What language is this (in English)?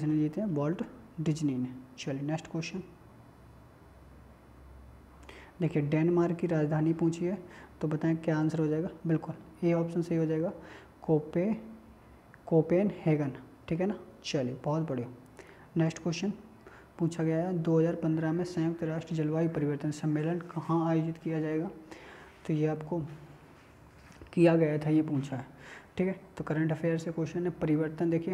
Hindi